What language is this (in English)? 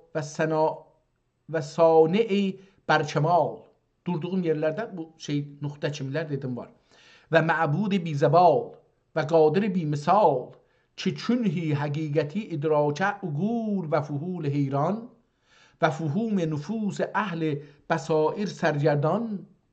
South Azerbaijani